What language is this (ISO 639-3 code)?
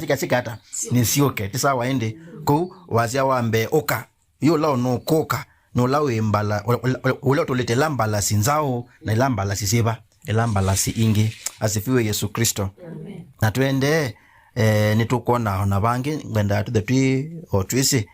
kam